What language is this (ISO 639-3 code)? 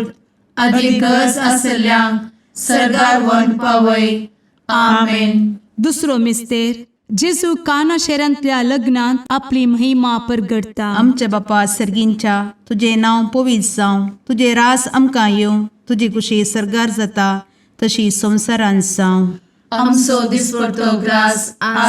kok